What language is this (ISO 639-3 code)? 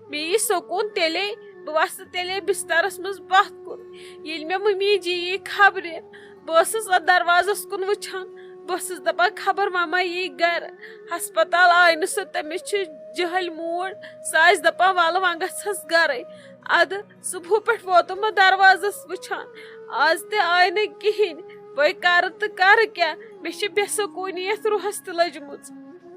kas